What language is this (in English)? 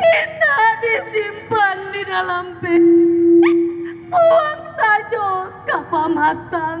Minangkabau